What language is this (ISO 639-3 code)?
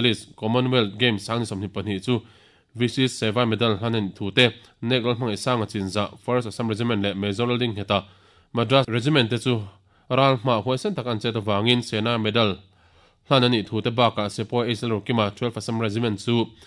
lus